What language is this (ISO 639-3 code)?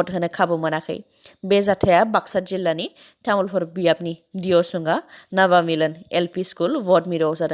brx